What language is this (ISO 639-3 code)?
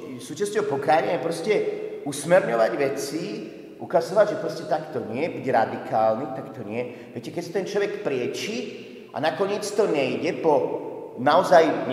slk